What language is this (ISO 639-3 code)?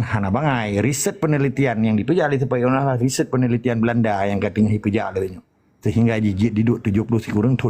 ace